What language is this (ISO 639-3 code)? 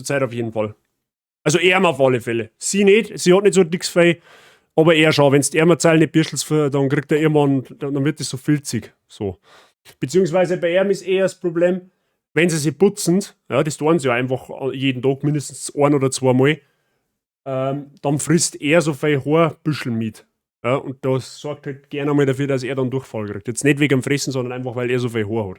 bar